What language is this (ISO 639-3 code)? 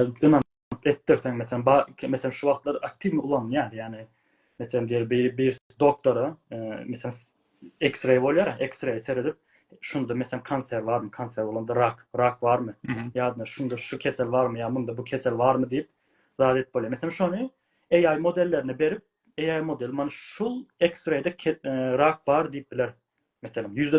tuk